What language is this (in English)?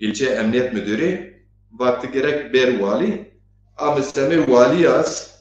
Zaza